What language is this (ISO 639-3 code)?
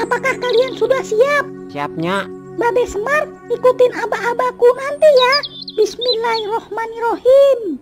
bew